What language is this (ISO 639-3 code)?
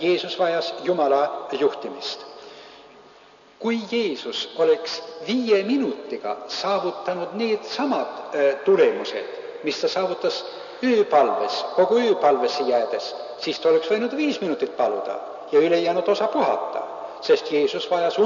est